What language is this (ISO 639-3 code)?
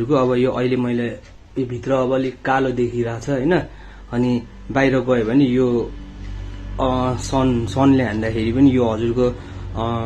nep